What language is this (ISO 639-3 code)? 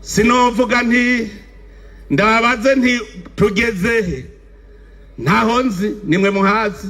run